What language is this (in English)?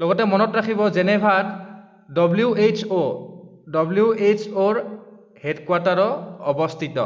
Assamese